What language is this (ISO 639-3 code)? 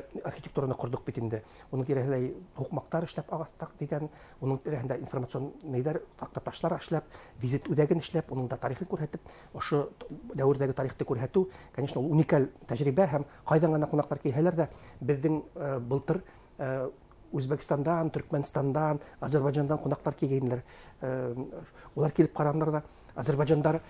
bak